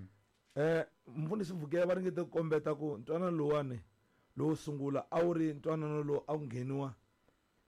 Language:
Tsonga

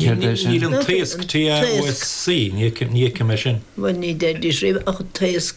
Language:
Irish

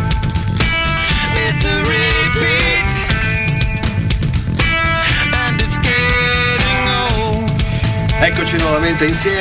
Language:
Italian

